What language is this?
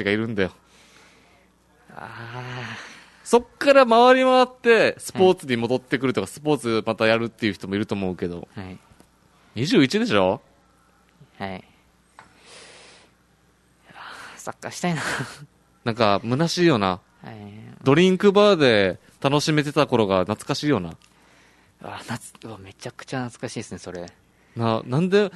Japanese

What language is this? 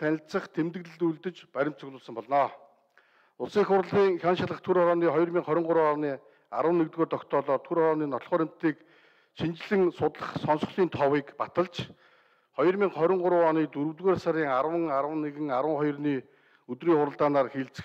Mongolian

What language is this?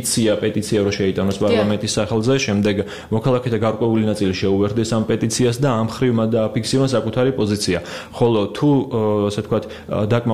Georgian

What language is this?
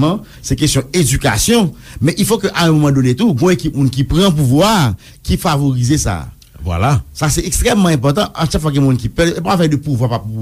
Haitian Creole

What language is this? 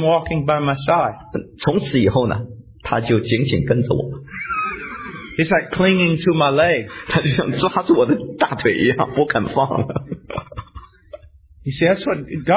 Chinese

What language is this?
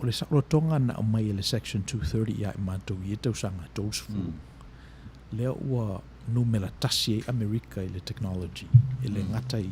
Samoan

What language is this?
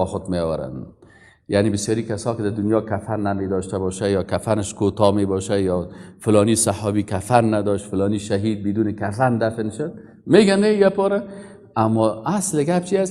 Persian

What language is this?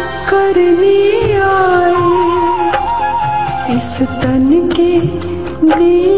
Hindi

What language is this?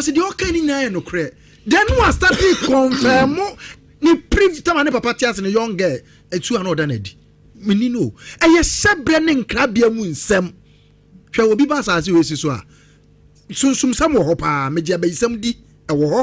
Akan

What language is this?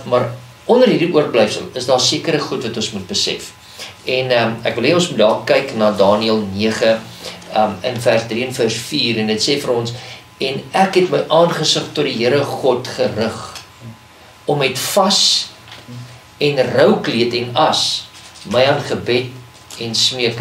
Afrikaans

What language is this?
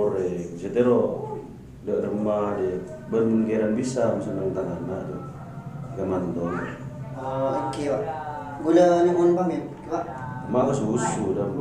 Madurese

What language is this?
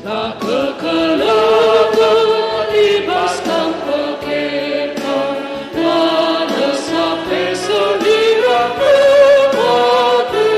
Batak Karo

